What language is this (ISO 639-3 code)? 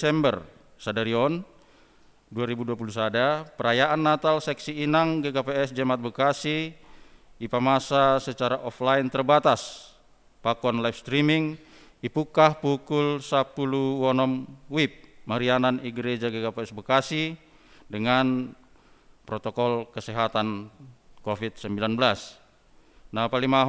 bts